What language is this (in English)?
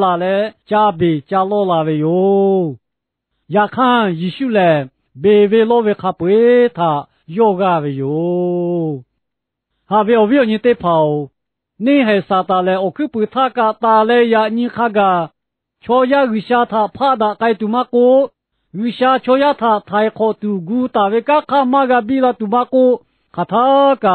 Lahu